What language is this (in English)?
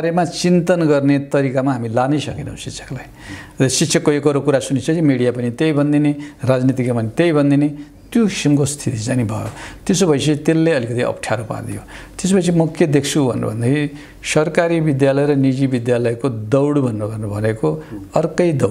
Nepali